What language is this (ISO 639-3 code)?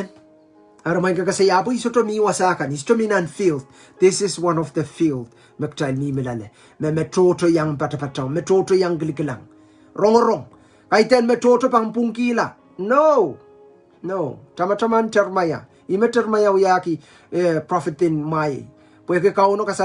pon